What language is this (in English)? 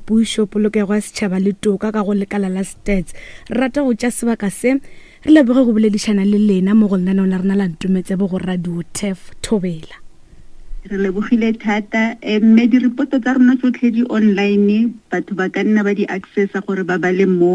Northern Sotho